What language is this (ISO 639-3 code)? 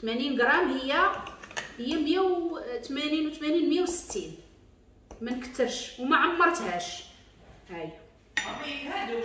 ary